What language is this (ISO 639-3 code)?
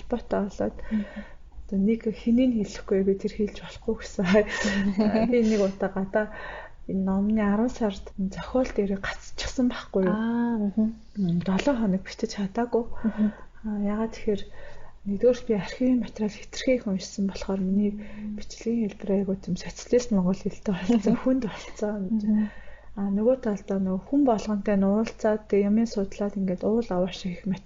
mon